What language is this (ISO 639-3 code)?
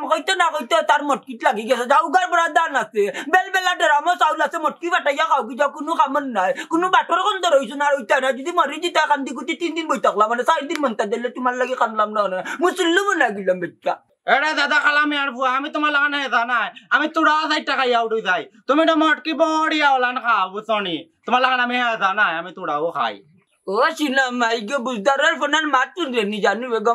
syl